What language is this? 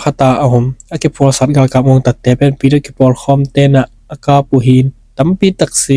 Tedim Chin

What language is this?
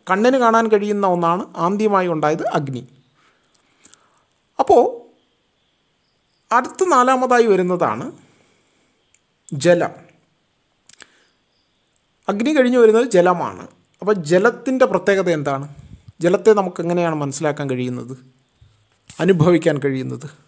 Malayalam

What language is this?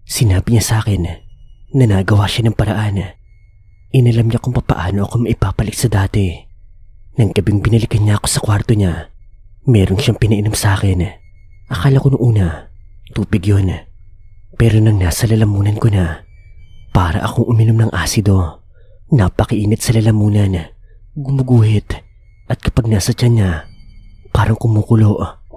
Filipino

